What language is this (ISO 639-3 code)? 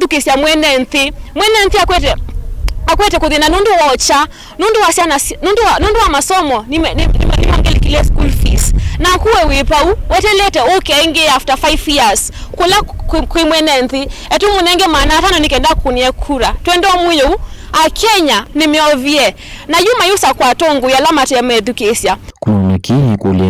kam